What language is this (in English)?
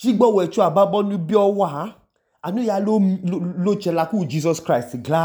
Idoma